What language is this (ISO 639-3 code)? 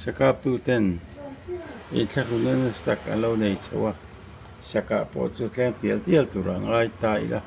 lus